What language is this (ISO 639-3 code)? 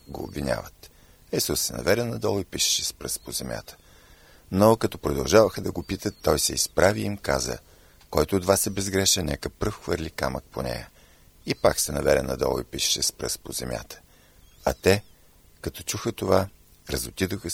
bul